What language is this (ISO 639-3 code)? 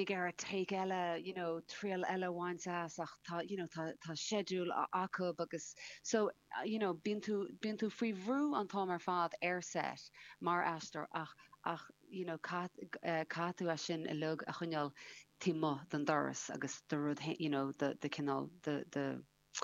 gle